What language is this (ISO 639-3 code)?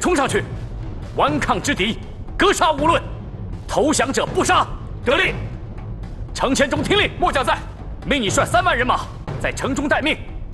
zho